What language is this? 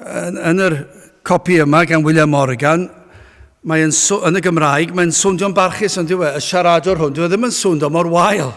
Welsh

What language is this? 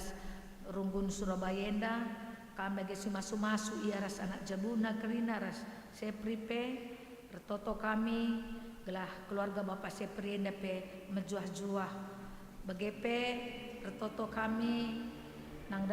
Batak Karo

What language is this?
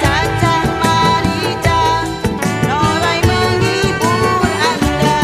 Betawi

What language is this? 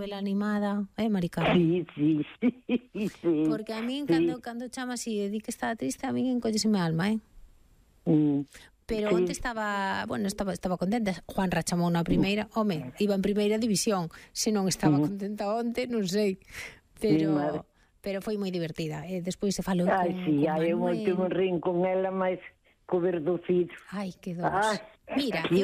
Galician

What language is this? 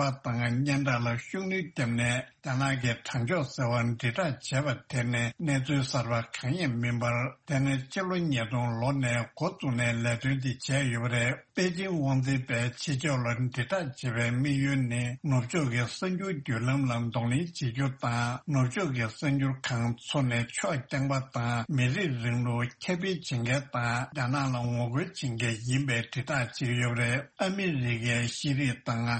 Tibetan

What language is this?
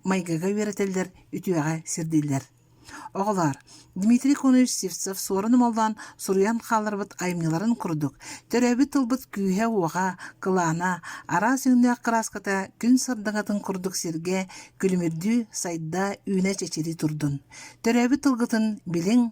Yakut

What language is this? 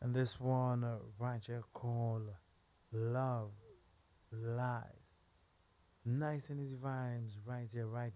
English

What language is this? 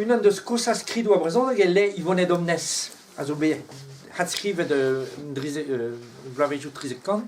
Breton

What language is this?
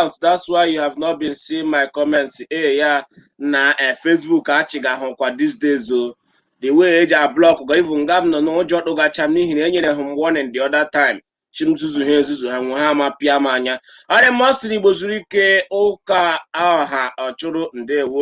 Igbo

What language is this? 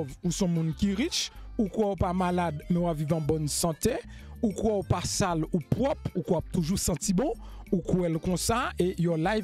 Haitian Creole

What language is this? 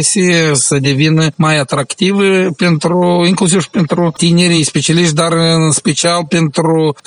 Romanian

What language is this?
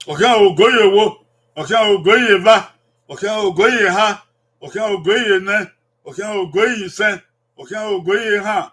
Bini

